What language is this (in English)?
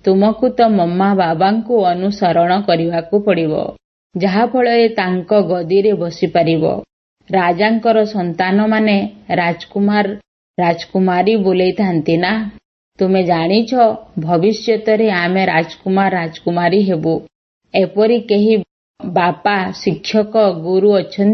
Odia